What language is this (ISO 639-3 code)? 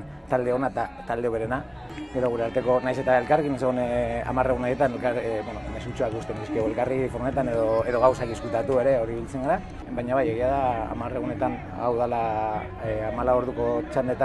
eus